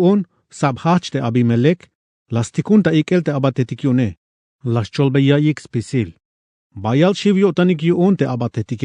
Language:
Tzeltal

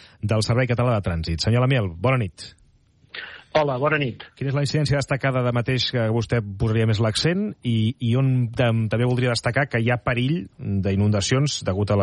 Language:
Catalan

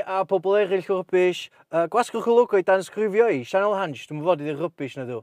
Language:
Welsh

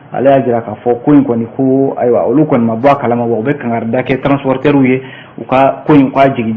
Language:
Bambara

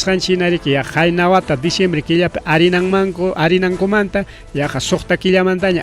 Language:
Ayacucho Quechua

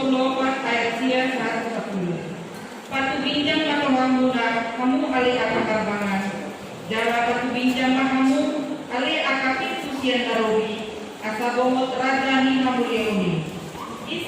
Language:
Batak Toba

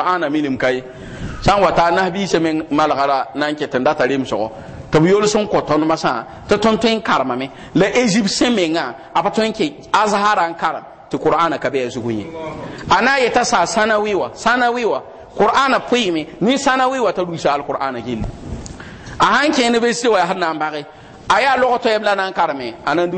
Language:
Mossi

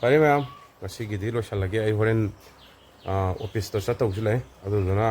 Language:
Manipuri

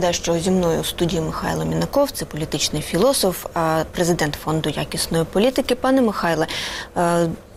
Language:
Ukrainian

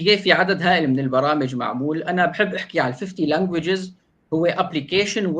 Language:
North Levantine Arabic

